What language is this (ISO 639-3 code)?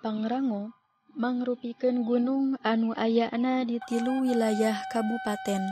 sun